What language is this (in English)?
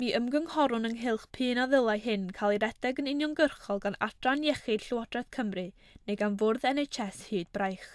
Welsh